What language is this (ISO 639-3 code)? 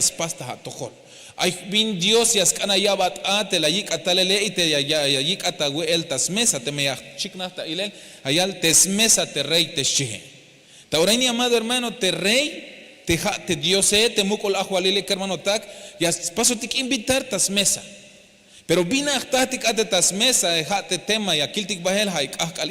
tzh